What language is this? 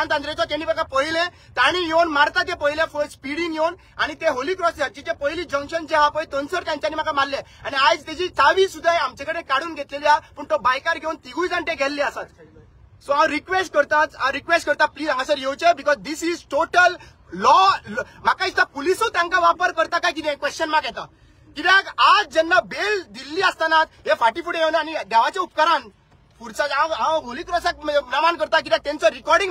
Konkani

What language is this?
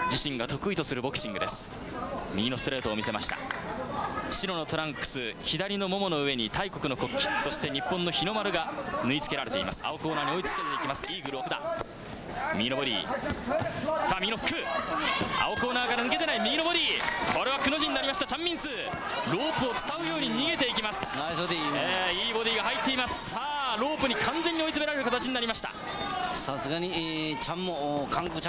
Japanese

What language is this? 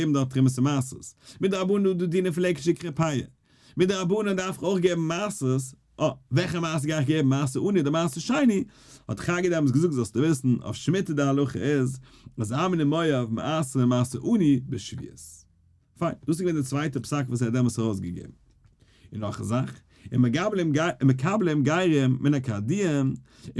Yiddish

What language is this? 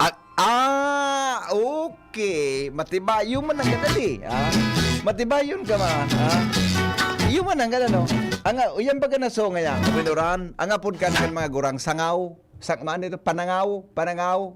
Bikol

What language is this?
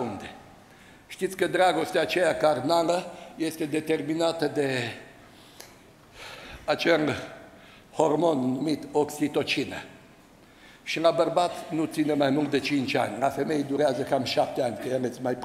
Romanian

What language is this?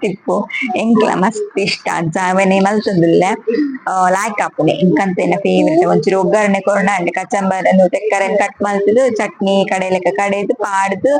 Tulu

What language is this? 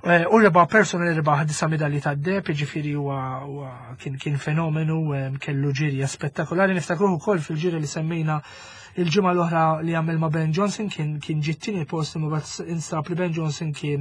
Maltese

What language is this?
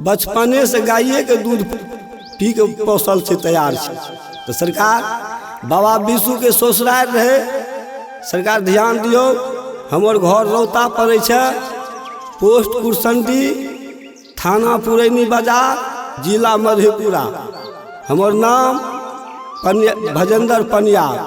Maithili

